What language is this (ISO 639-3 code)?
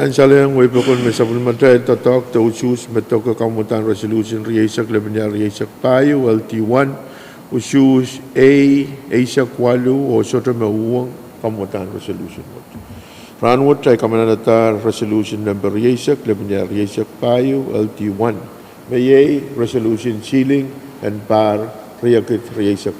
pon